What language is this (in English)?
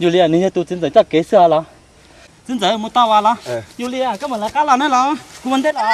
Hmong